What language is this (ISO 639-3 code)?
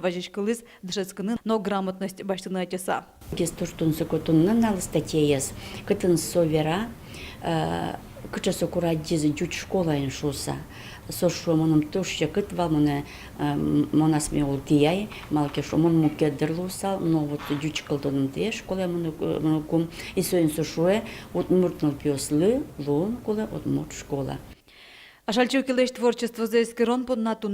udm